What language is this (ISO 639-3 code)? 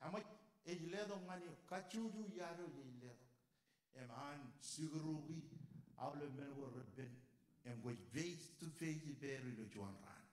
mah